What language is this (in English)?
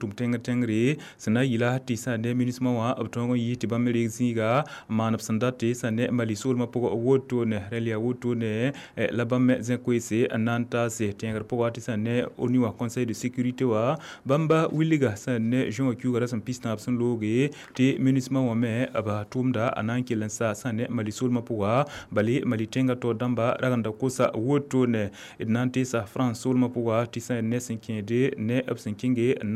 Mossi